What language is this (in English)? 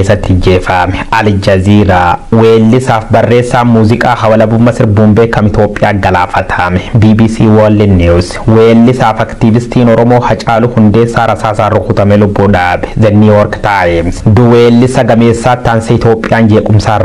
Oromo